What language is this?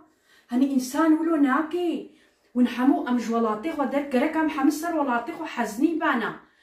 Kurdish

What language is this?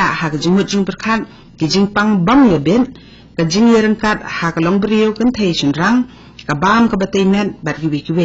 Khasi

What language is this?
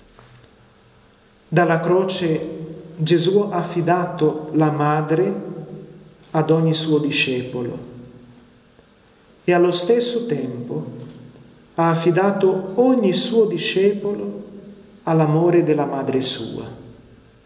Italian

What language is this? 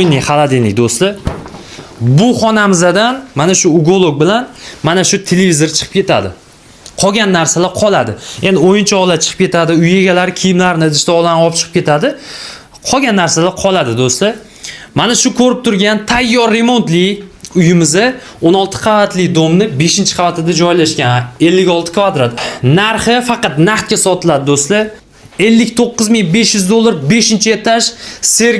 Uzbek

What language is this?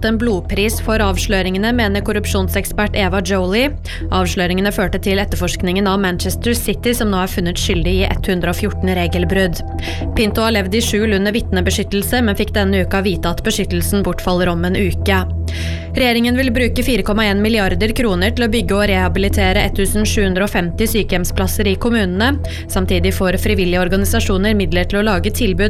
Norwegian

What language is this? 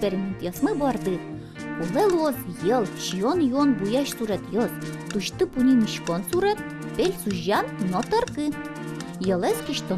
Udmurt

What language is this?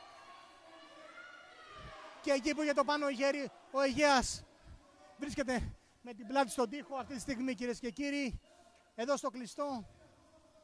Greek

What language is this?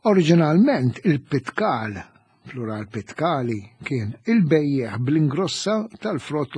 Maltese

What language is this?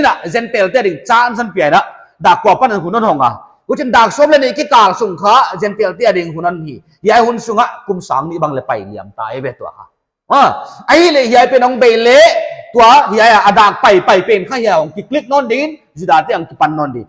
Paite Chin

